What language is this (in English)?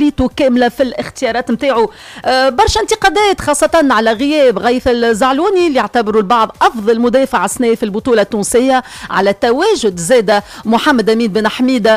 Tunisian Arabic